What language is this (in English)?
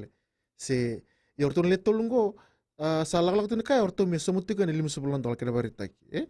Fijian